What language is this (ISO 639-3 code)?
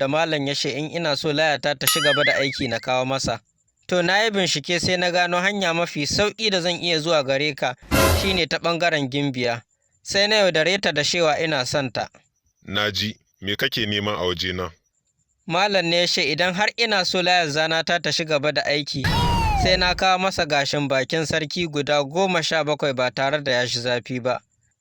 hau